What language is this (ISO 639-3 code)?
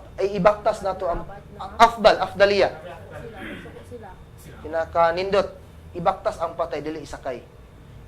ceb